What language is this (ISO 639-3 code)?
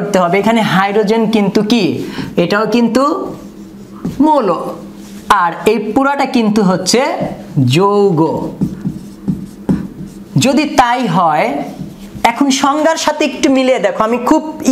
ben